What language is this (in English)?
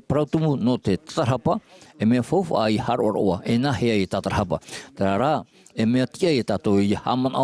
Tahitian